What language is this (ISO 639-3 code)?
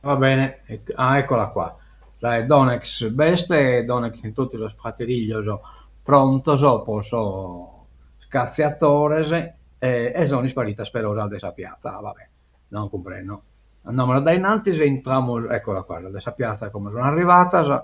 srd